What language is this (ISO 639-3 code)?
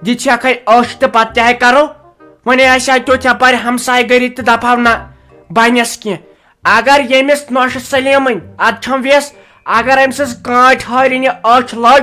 kas